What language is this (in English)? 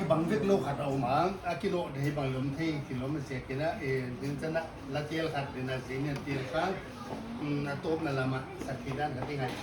Paite Chin